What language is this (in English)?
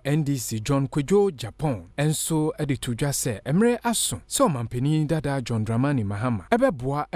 Akan